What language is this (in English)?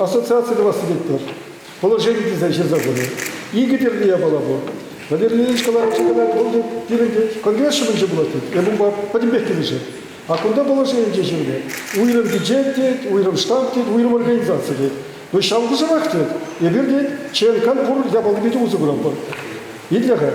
Chuvash